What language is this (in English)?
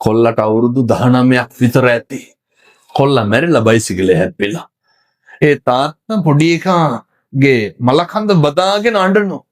Sinhala